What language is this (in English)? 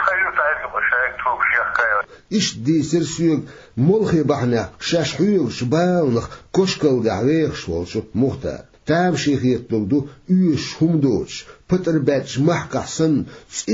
Chechen